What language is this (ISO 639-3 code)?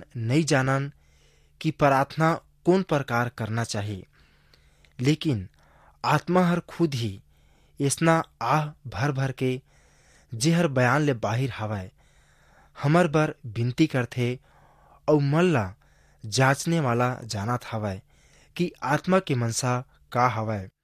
hne